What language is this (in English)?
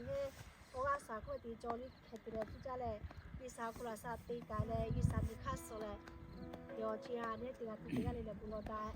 Lahu